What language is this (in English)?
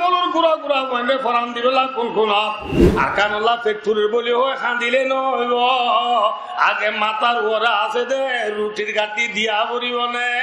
Rohingya